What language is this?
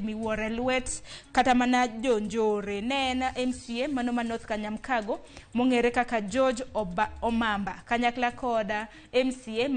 Luo (Kenya and Tanzania)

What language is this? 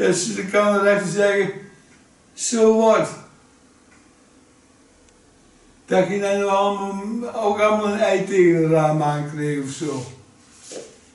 Dutch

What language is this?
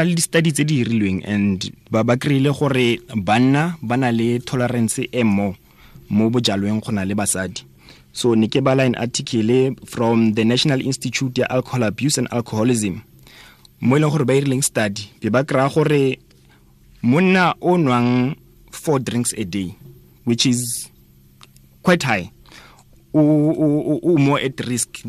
Tswana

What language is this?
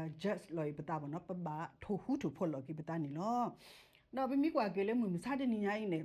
S'gaw Karen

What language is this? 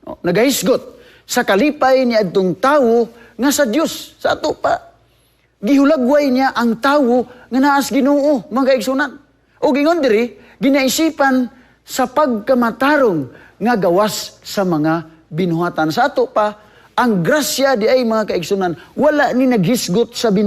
Cebuano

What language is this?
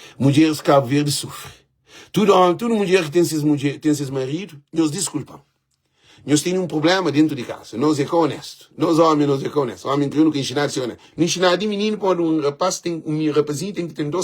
Kabuverdianu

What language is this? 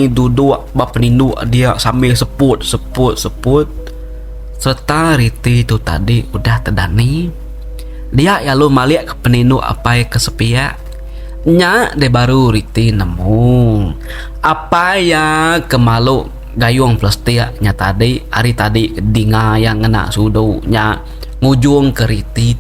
Iban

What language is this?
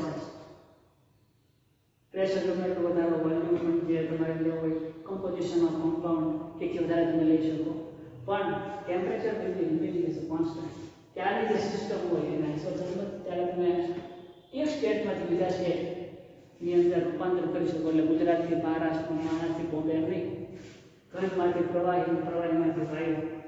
Gujarati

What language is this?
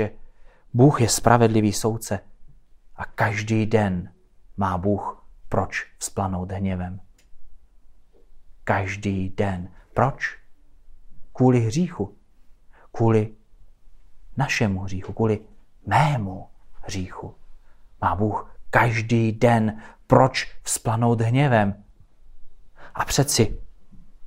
Czech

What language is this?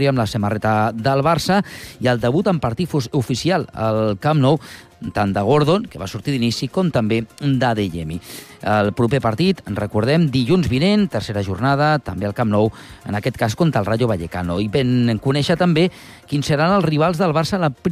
Catalan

